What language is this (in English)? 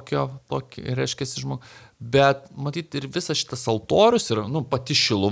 Lithuanian